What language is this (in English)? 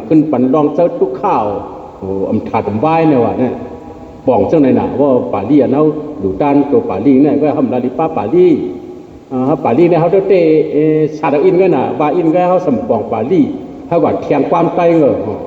Shan